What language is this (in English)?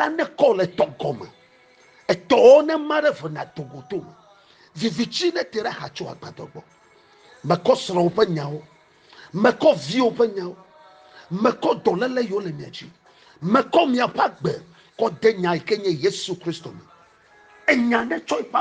Ewe